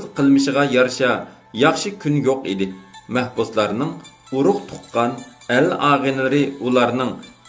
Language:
Uyghur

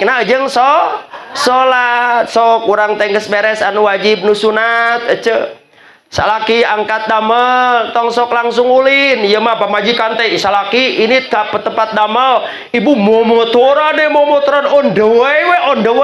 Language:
Sundanese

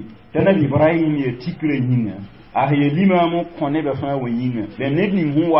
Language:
Mossi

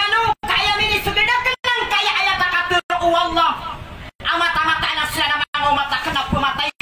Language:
Maranao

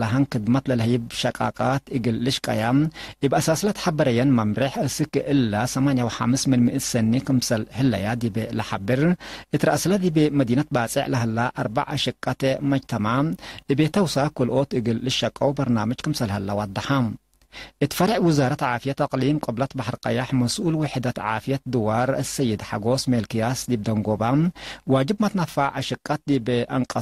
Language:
Tigre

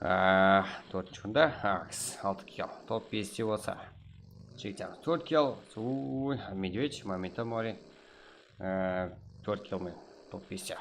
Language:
Kara-Kalpak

